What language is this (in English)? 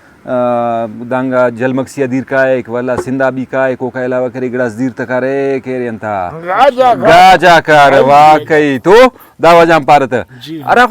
Brahui